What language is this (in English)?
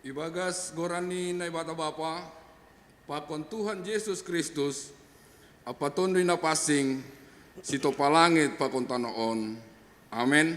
Batak Simalungun